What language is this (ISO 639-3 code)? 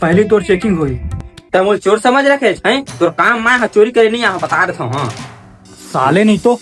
hne